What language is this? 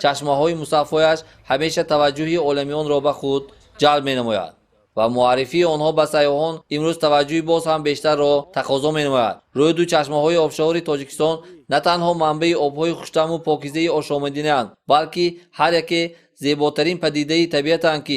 Tajik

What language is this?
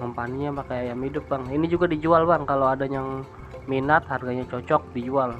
Betawi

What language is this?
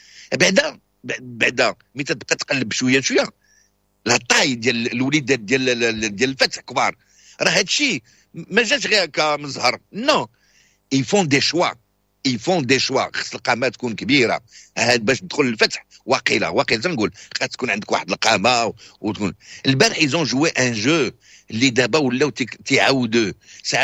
Moroccan Arabic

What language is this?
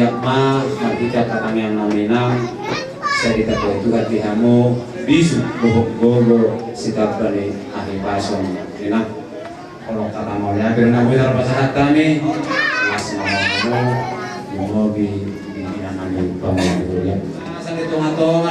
Batak Toba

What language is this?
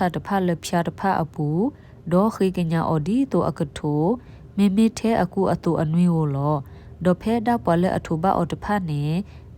S'gaw Karen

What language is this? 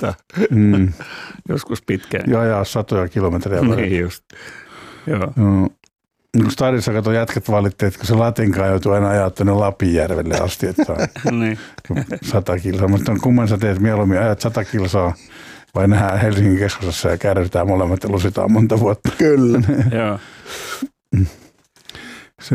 Finnish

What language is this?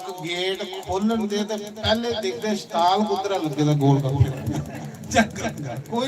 Dogri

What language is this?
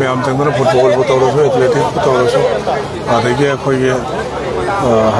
Manipuri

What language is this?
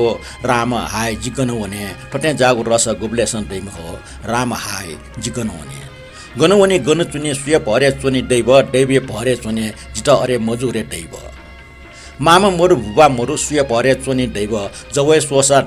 Newari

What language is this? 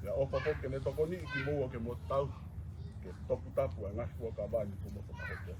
Tongan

